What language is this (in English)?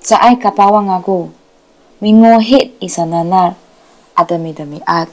Sakizaya